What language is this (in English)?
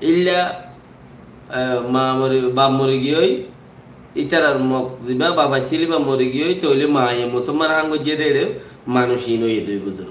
Rohingya